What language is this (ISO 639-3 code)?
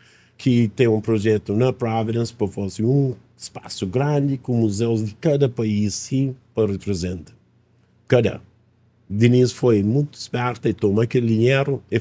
kea